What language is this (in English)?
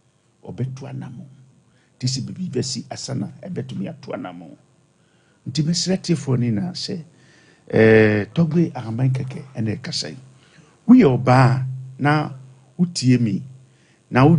Akan